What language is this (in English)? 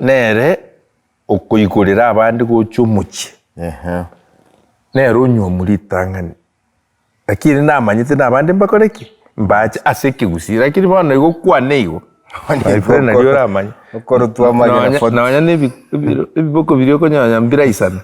Gusii